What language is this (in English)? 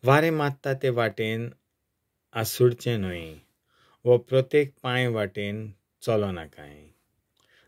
Konkani